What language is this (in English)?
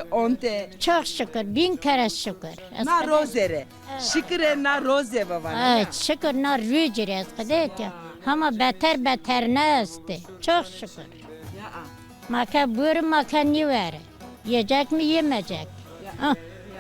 Zaza